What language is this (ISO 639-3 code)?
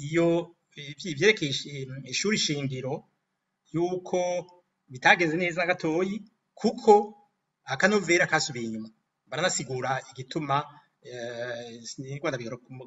run